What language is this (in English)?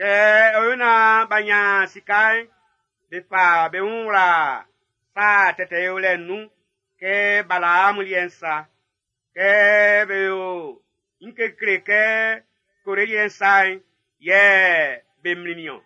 Baoulé